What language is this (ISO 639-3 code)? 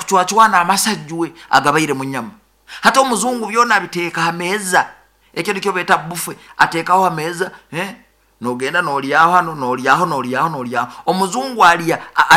nyo